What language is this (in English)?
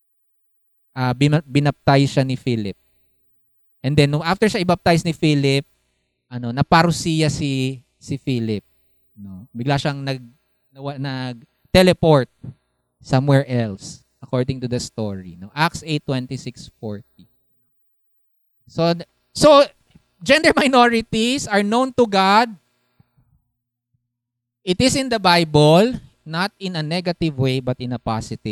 Filipino